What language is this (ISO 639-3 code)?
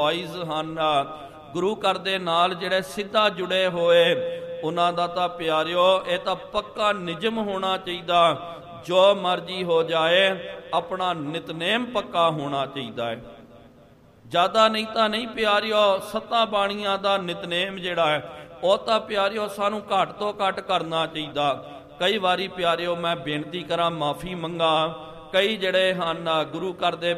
pan